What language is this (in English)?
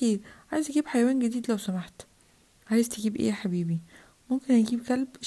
Egyptian Arabic